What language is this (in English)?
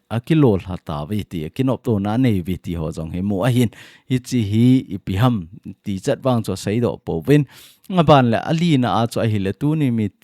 Thado Chin